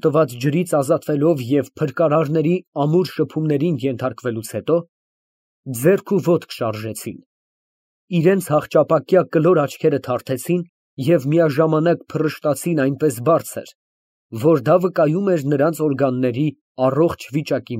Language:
Armenian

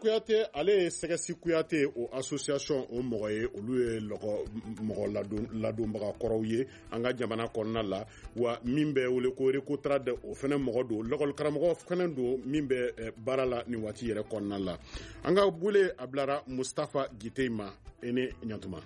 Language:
Bambara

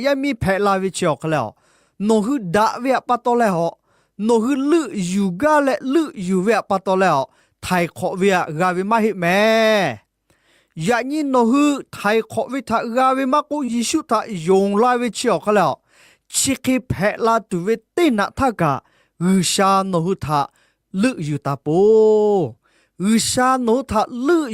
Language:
Lahu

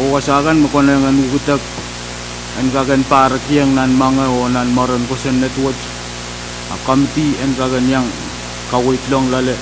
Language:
Pohnpeian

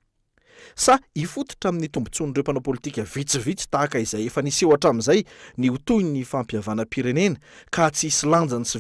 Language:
Malagasy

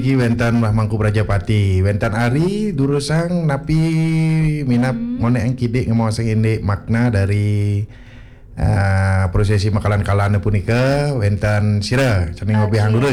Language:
Balinese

